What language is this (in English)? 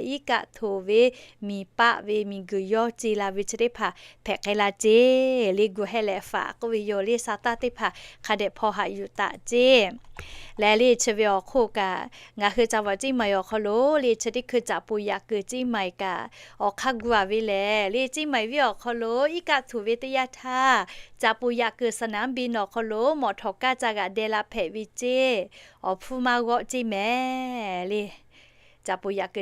Lahu